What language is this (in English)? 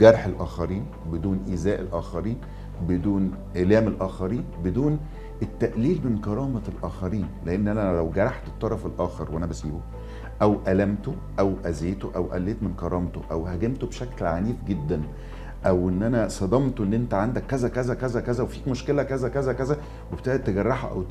Egyptian Arabic